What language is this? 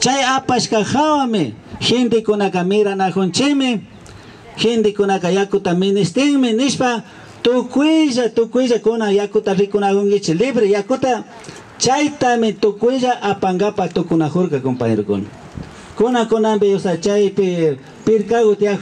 Imbabura Highland Quichua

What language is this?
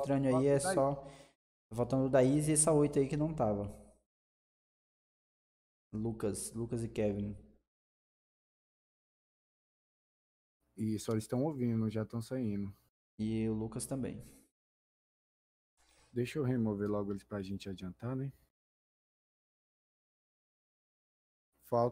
Portuguese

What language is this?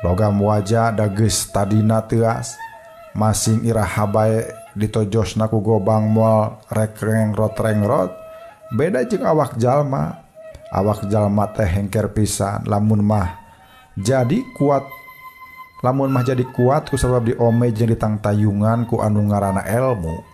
Sundanese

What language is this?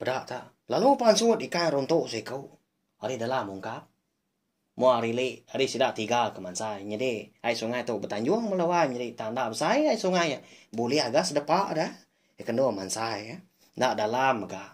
Iban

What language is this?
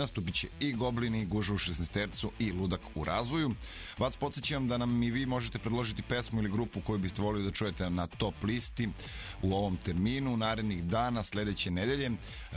Serbian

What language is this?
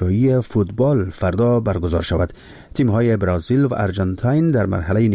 Persian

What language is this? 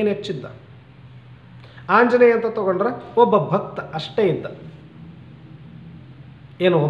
Kannada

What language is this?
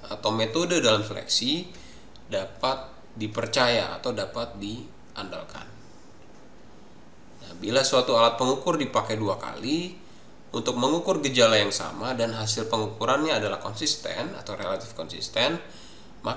Indonesian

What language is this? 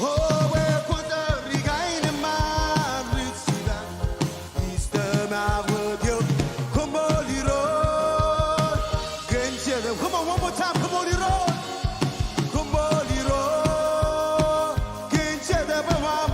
Marshallese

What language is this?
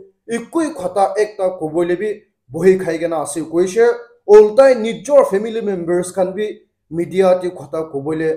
Naga Pidgin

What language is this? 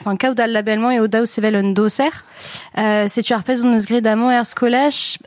Breton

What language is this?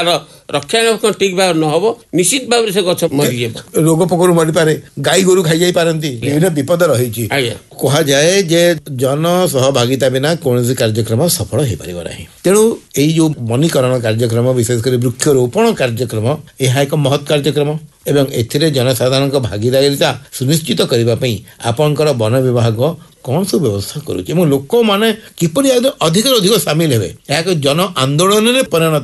Odia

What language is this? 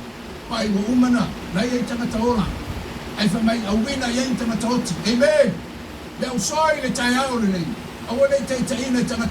Samoan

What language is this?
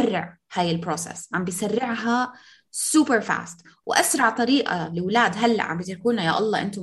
North Levantine Arabic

